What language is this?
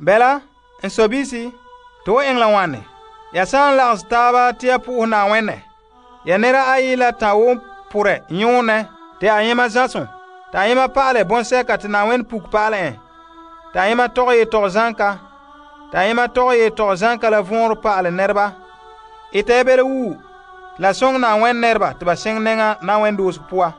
Frafra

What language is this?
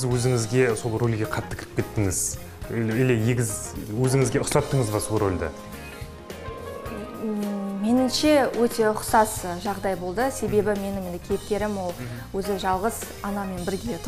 Kazakh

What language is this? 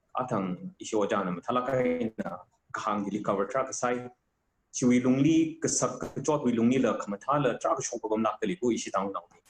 Tangkhul Naga (India)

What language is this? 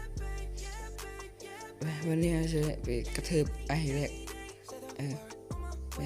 Lao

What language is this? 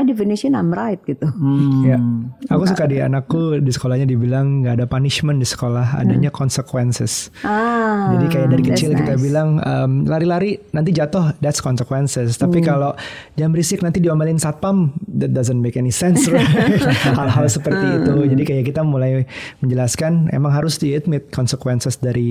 Indonesian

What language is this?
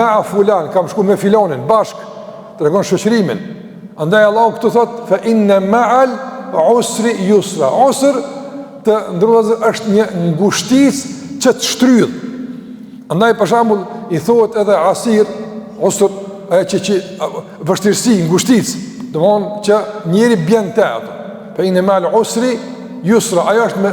Albanian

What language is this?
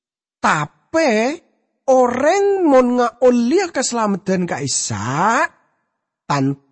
Madurese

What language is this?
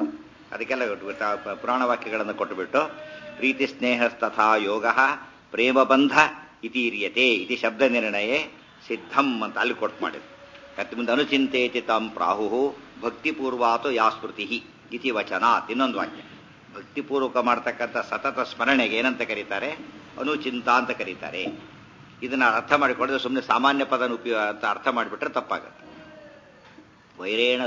Kannada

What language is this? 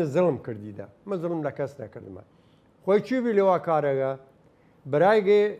Southern Kurdish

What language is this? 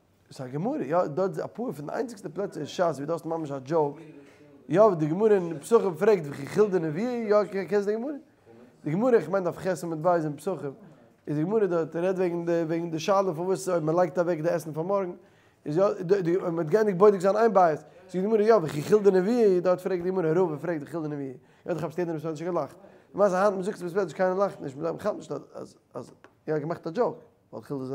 Yiddish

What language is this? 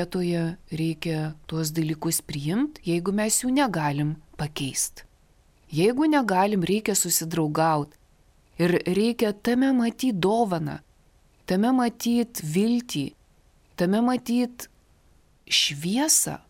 Lithuanian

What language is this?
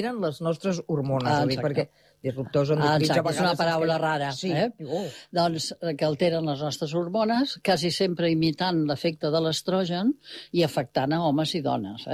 Catalan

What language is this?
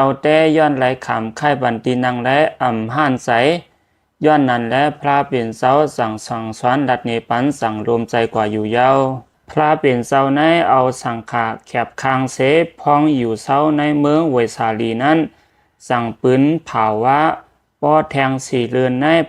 Lao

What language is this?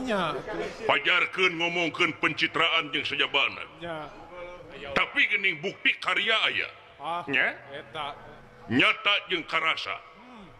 Sundanese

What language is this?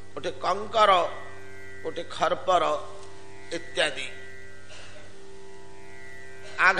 Odia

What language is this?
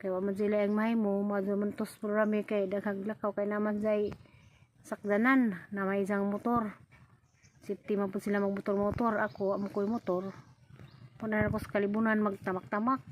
Cebuano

